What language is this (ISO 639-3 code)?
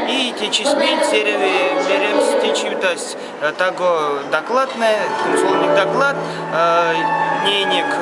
myv